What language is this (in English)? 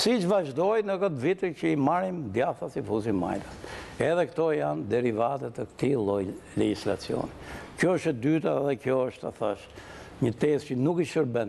Albanian